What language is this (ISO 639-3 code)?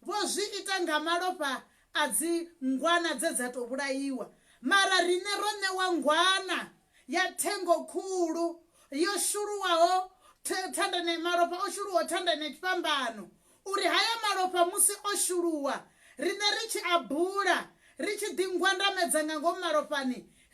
ven